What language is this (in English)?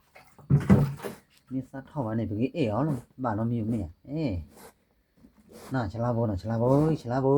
S'gaw Karen